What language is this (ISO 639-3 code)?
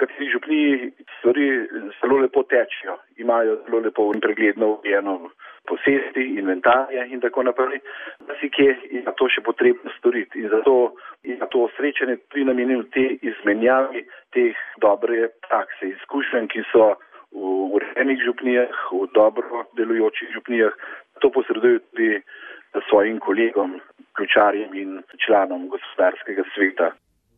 slv